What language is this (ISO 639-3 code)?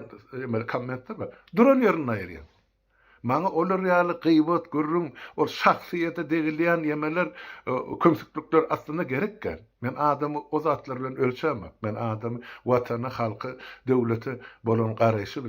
tuk